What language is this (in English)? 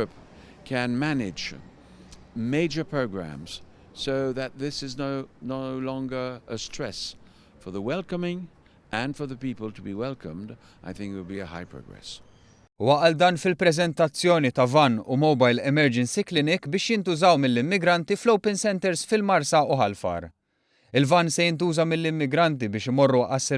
Maltese